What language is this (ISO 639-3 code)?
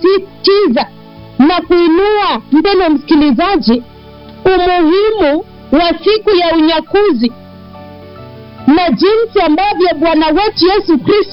swa